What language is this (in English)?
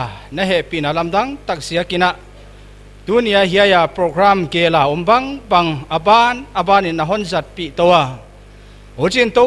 Paite Chin